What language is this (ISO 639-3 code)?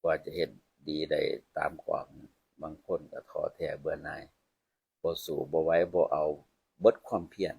tts